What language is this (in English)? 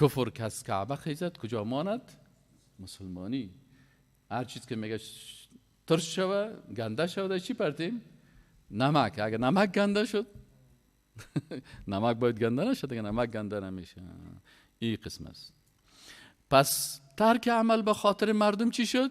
Persian